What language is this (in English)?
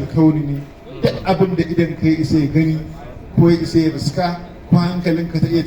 Hausa